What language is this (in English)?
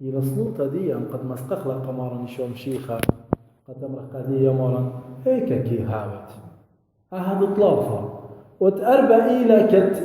Assyrian Neo-Aramaic